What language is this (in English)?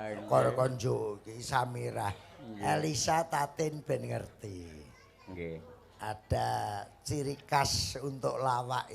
Javanese